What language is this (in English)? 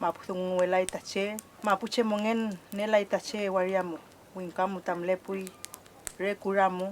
Mapuche